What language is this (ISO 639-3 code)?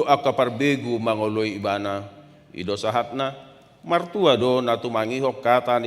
bbc